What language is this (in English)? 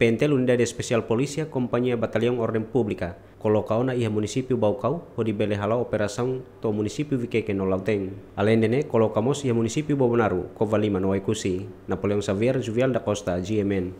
Tetum